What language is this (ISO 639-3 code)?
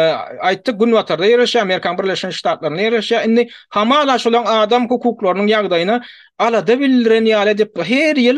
tuk